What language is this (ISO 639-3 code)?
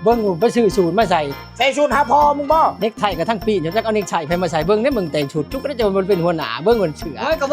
lao